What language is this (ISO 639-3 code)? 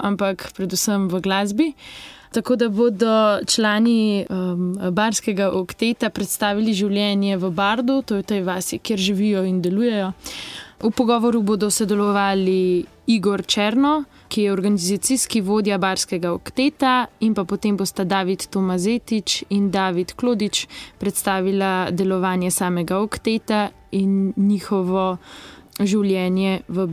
slv